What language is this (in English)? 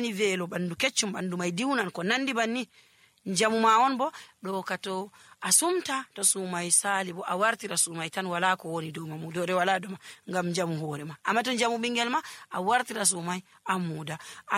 Nigerian Fulfulde